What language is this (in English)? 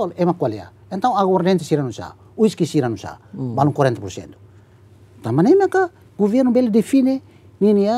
Tetum